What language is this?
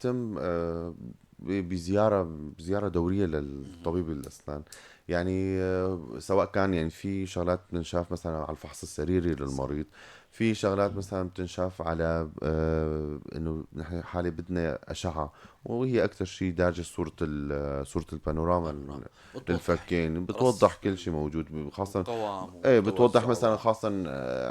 North Levantine Arabic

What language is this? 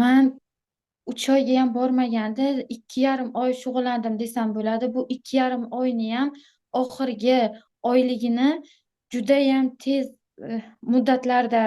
Uzbek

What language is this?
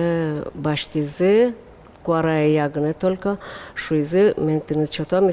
Udmurt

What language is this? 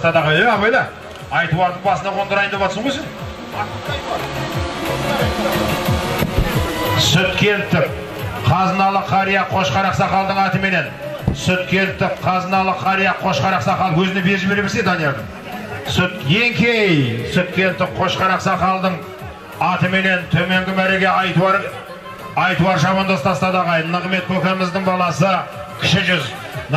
Kazakh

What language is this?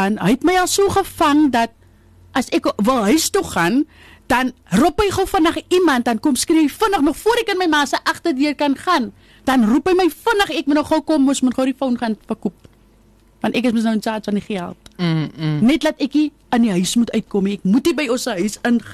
Afrikaans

